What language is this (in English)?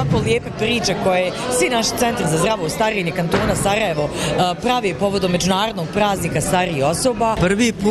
Bosnian